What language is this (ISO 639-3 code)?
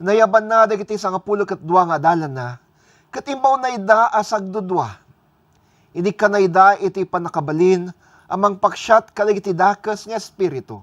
ilo